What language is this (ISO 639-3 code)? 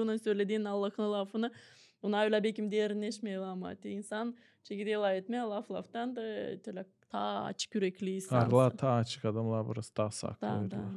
gag